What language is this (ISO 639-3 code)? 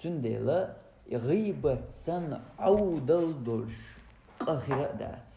che